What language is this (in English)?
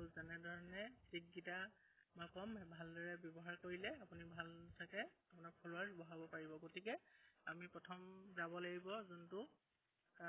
Assamese